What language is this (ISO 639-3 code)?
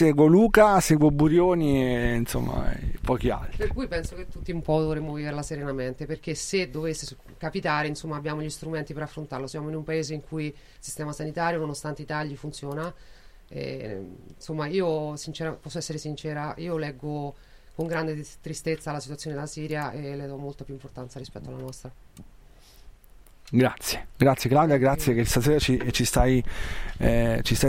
ita